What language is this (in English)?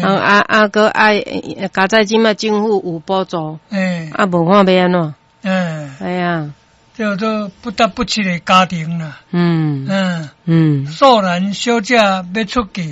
Min Nan Chinese